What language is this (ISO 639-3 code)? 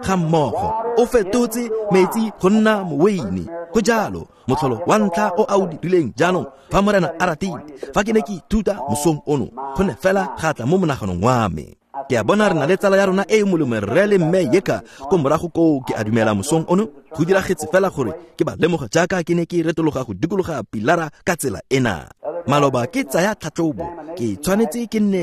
tsn